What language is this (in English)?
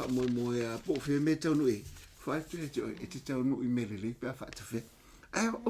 Samoan